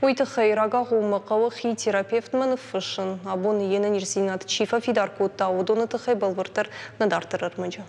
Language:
Ossetic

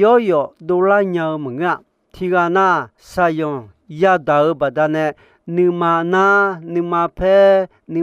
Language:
Akha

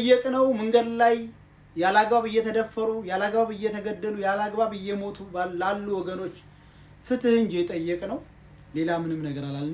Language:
Amharic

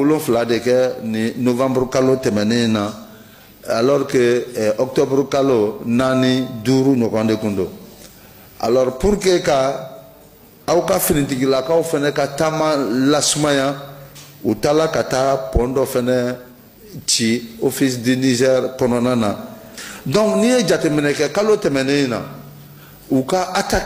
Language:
Bambara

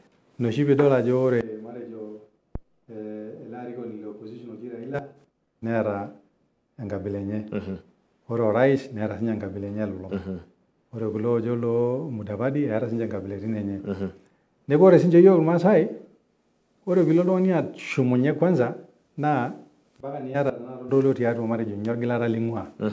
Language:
Masai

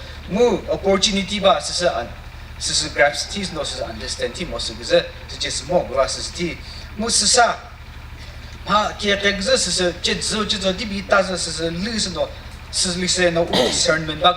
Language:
Chokri Naga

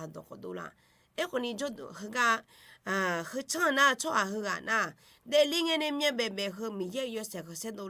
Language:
Akha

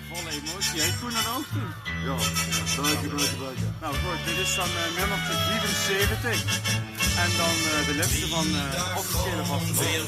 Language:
Limburgish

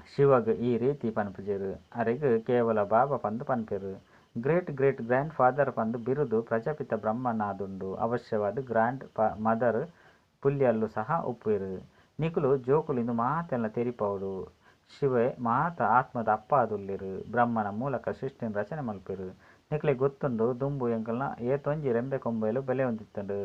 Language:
Tulu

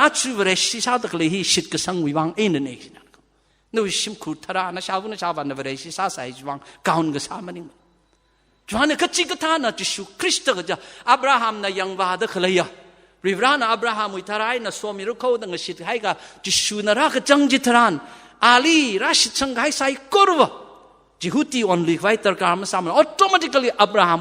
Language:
Tangkhul Naga (India)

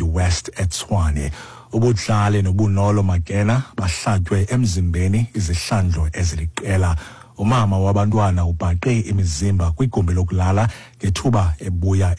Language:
Xhosa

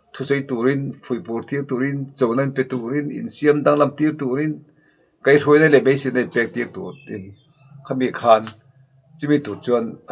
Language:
Mizo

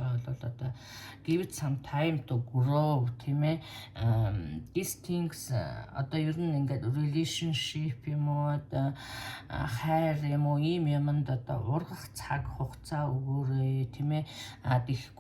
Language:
Mongolian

